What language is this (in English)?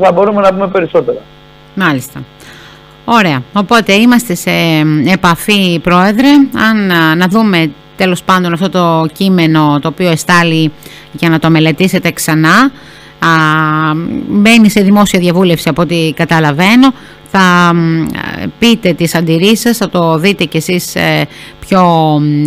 Greek